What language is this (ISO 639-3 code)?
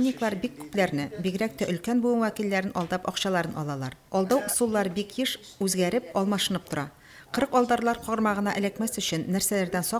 tat